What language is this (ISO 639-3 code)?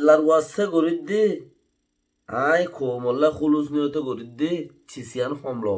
rhg